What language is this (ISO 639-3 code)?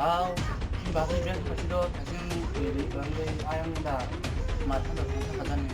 trp